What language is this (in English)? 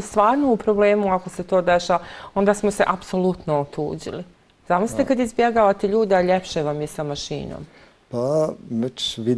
Bosnian